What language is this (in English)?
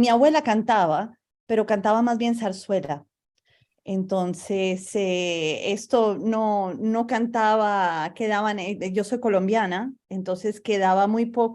Ladino